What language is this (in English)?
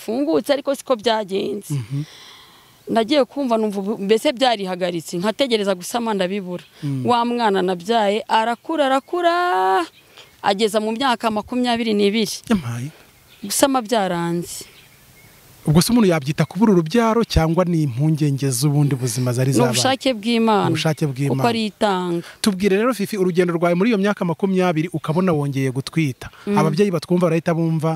Kinyarwanda